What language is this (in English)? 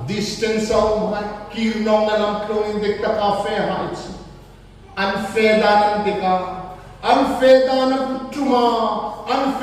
Hmar